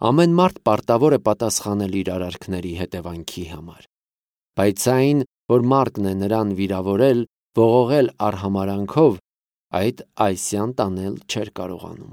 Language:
Armenian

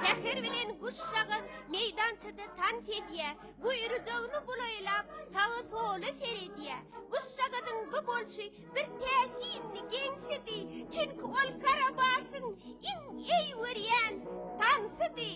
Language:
Turkmen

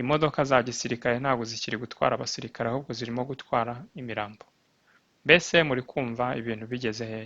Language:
Kinyarwanda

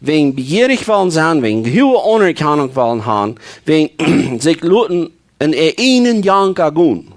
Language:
Plautdietsch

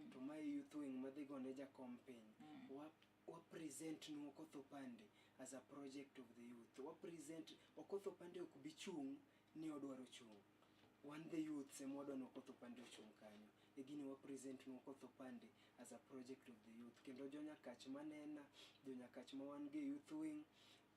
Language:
Luo (Kenya and Tanzania)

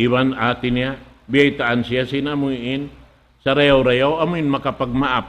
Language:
Tausug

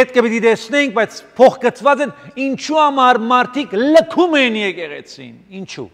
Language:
Armenian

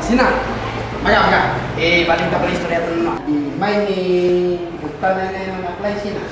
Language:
Kankanaey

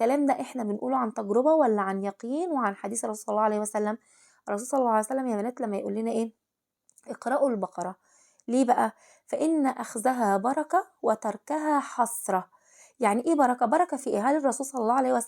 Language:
Egyptian Arabic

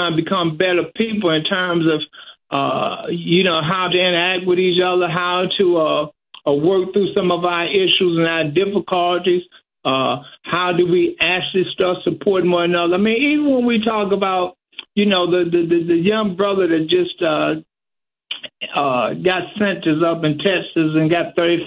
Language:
English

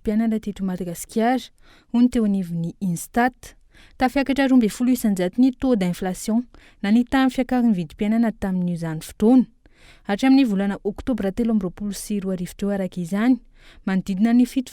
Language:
Malagasy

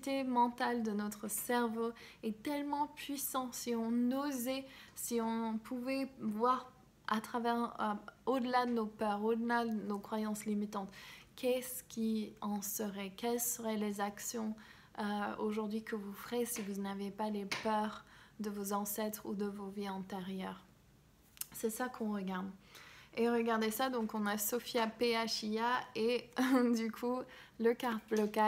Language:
French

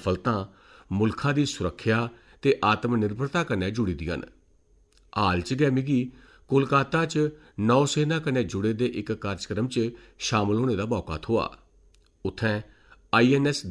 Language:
Dogri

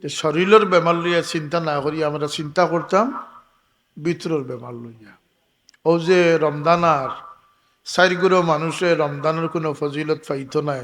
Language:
Sylheti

